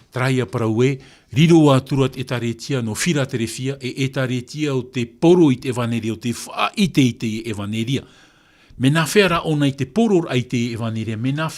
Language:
Tahitian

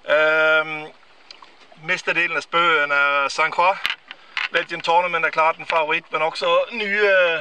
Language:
Danish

